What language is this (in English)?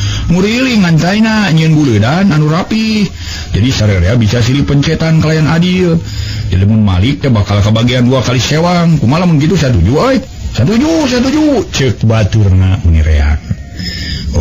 Sundanese